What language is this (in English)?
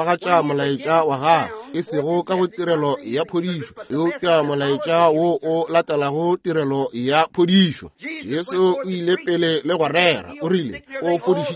Northern Sotho